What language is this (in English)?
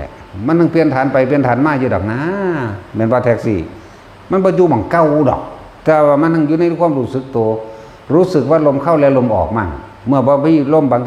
Northeastern Thai